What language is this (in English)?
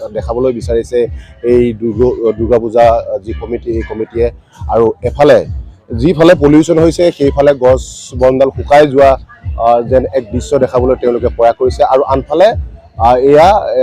Assamese